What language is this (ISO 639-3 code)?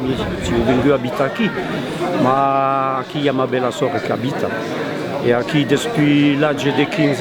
oci